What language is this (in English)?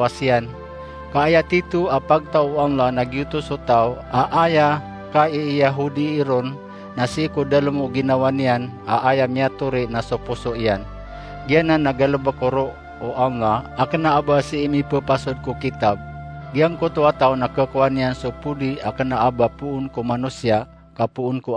Maranao